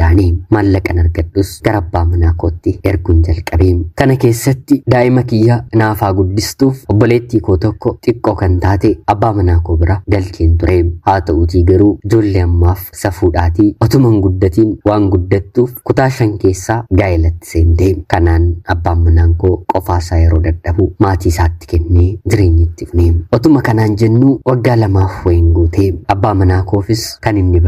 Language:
Oromo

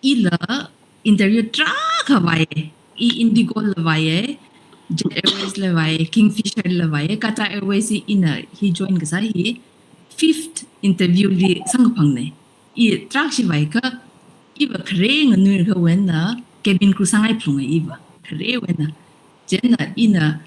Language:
Tangkhul Naga (India)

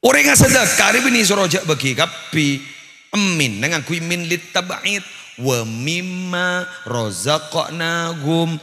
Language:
Madurese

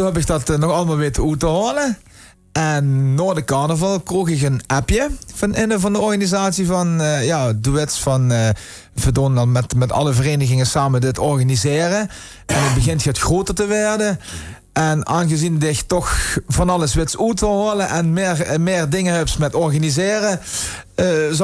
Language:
Limburgish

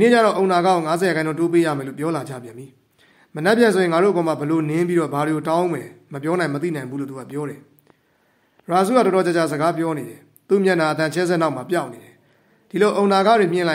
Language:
Burmese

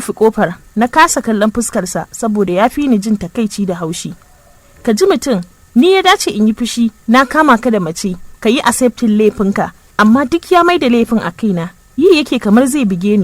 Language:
Hausa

